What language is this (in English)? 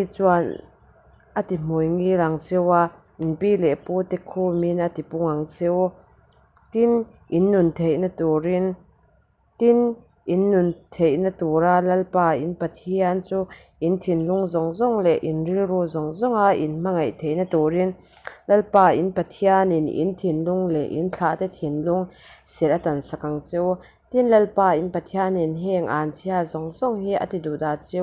Mizo